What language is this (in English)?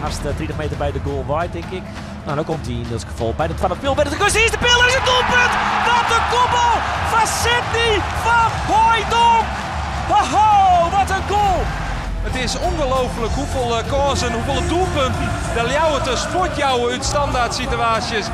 Western Frisian